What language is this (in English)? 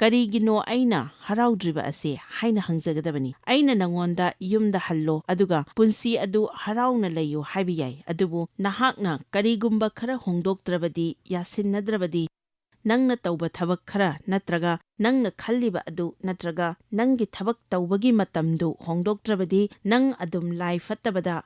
Manipuri